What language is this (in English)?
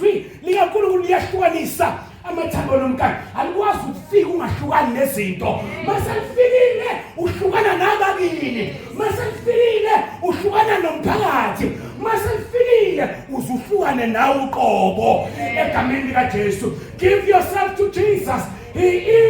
Zulu